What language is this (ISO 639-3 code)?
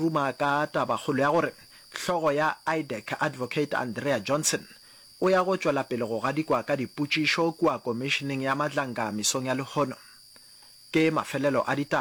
nso